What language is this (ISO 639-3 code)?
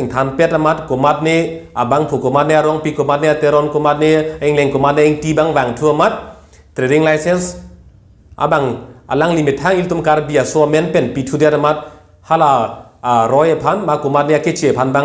mjw